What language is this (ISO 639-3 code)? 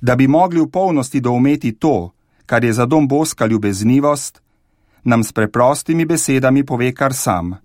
slv